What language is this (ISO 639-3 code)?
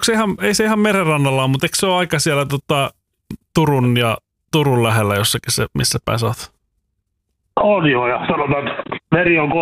fin